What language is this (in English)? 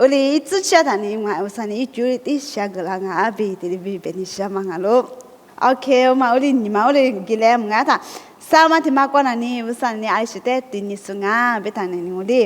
Lisu